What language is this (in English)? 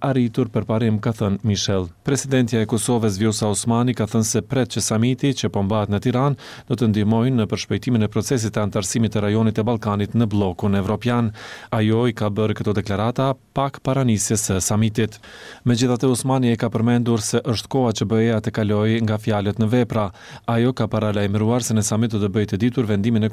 Albanian